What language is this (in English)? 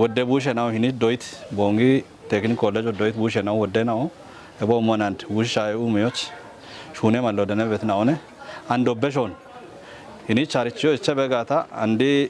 Kafa